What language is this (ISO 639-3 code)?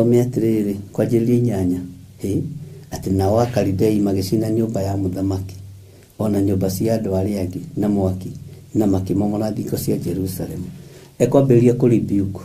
kik